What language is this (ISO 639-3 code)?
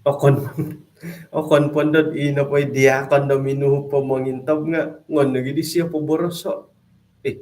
dtp